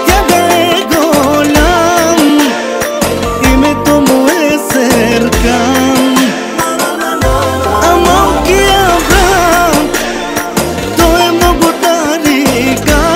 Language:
Bulgarian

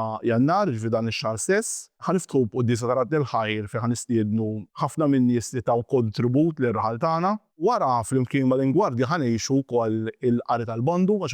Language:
Maltese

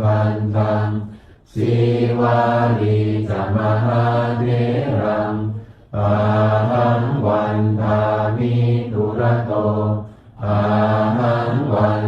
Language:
Pali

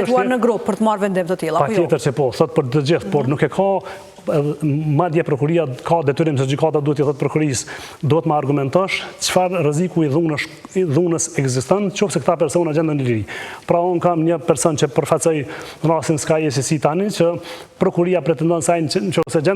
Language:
Albanian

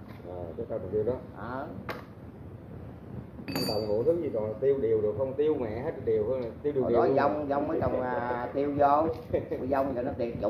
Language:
Vietnamese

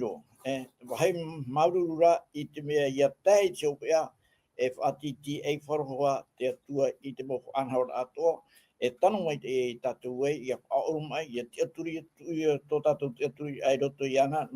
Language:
Tahitian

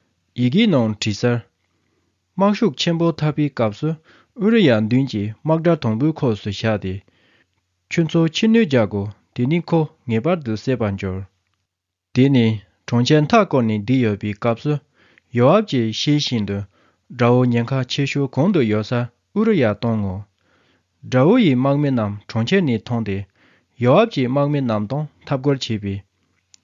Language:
Tibetan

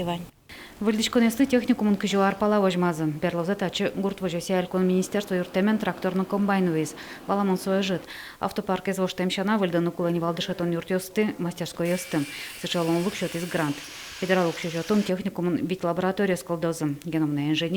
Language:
Udmurt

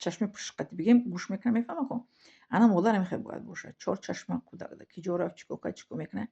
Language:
Tajik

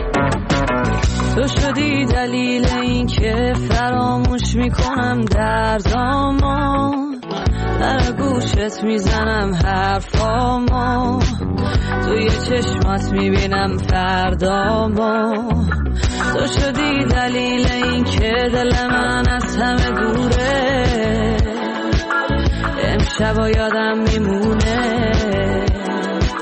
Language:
Persian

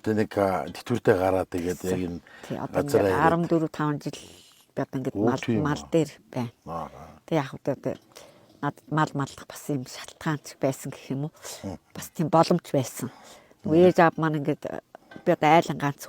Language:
Mongolian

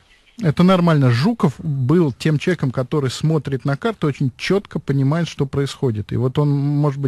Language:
Russian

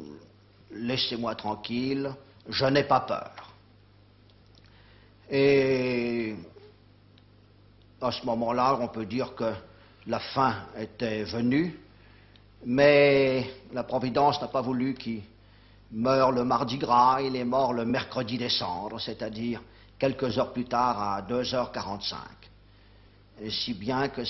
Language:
French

